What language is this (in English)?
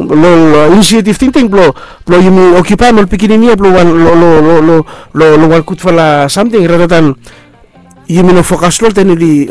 Bislama